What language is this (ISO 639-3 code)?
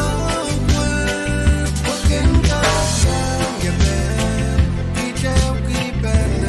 pon